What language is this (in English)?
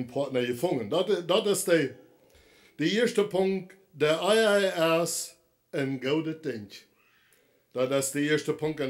Plautdietsch